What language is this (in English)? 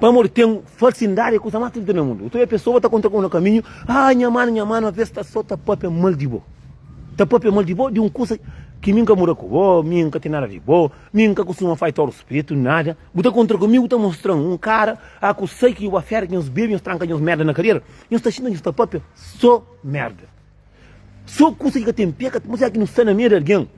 Kabuverdianu